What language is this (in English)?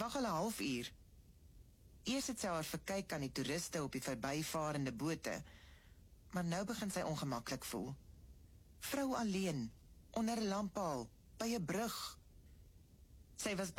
Afrikaans